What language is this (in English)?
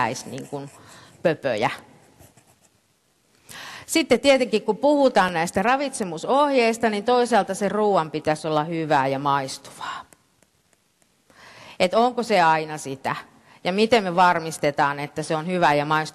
Finnish